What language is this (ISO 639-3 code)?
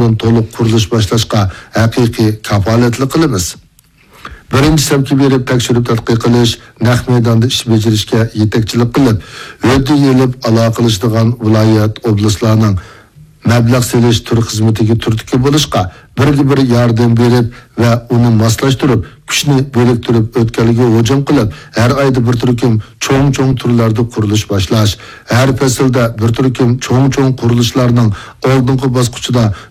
uig